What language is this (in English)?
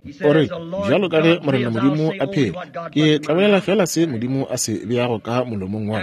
Northern Sotho